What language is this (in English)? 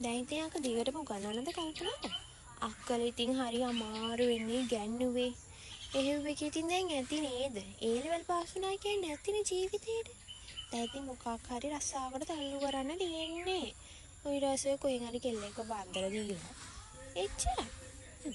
Sinhala